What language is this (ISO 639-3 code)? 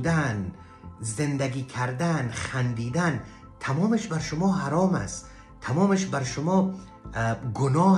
fas